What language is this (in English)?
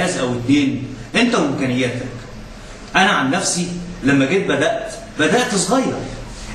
Egyptian Arabic